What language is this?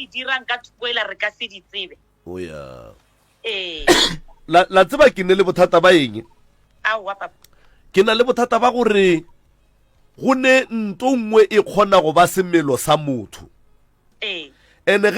Northern Sotho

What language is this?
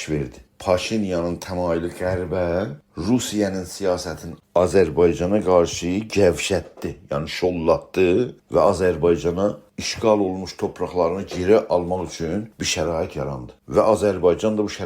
South Azerbaijani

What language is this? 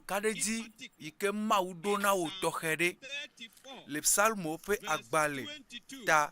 Ewe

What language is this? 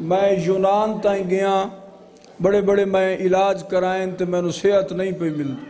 Saraiki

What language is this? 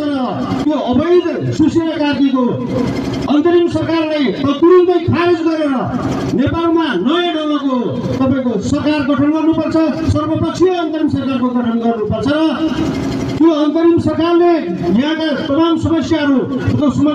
Nepali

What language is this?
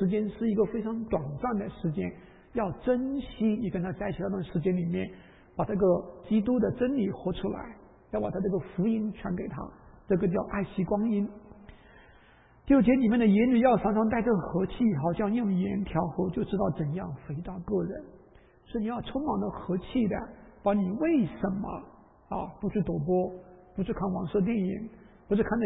Chinese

